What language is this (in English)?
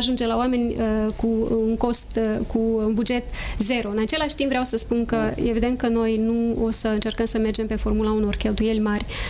Romanian